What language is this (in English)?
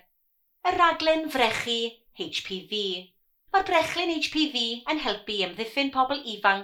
Welsh